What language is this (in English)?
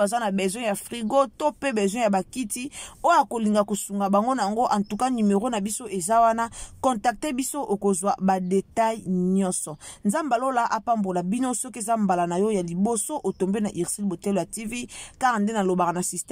Lingala